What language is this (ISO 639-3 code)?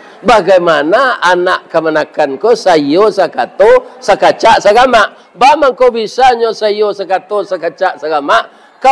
min